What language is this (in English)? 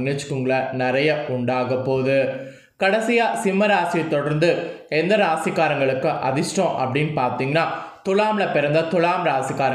Tamil